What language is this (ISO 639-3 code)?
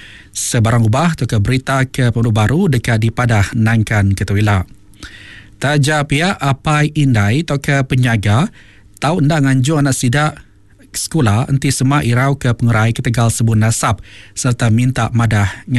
iba